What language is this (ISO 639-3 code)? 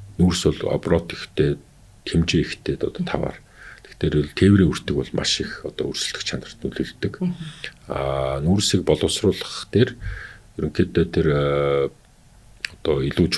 mon